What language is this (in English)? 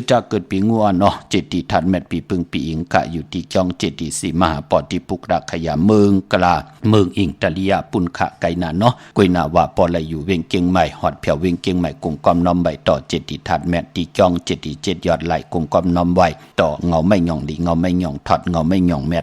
Shan